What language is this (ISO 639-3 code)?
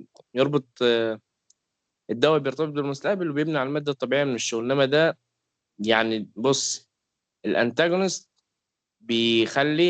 arz